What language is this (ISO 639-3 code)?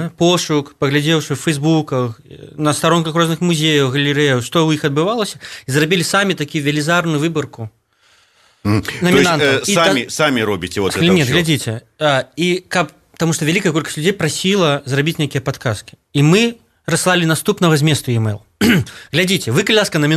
bel